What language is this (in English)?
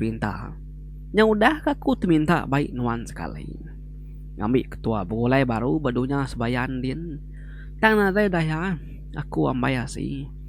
Iban